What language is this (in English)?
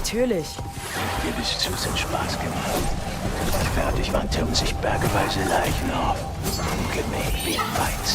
Bavarian